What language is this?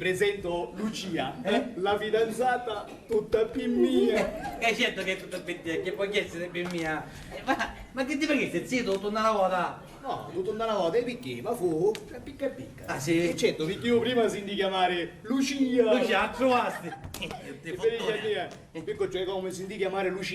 Sicilian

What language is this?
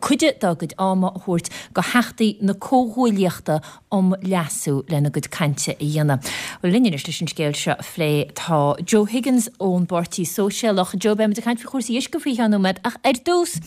Irish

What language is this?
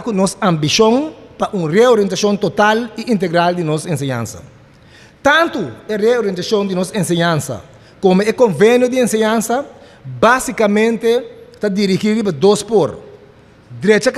Papiamento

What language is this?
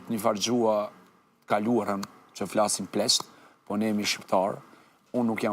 Albanian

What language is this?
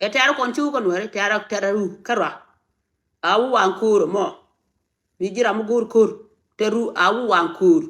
Nuer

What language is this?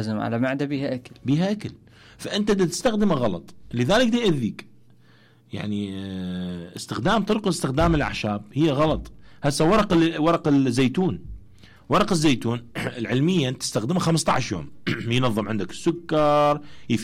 Mesopotamian Arabic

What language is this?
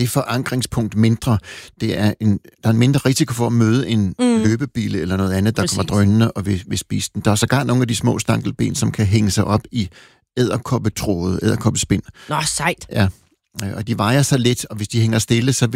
Danish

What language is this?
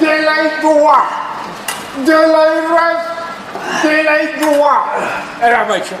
Tajik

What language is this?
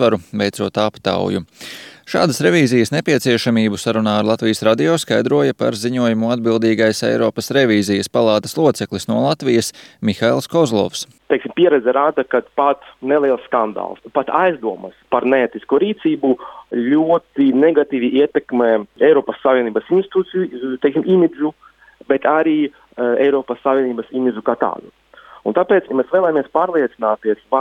Latvian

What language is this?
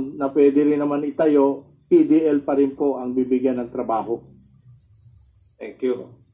Filipino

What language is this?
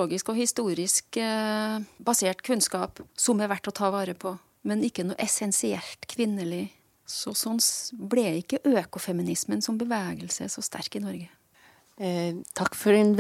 Norwegian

